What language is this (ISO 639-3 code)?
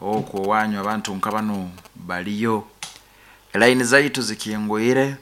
nyn